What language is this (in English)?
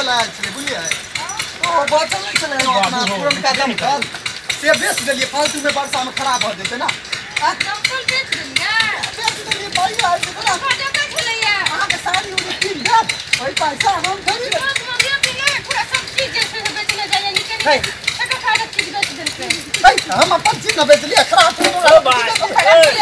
Maithili